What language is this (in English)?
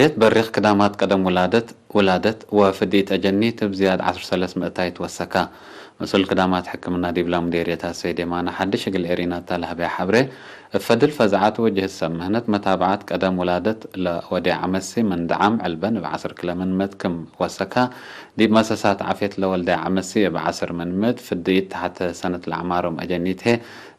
Tigre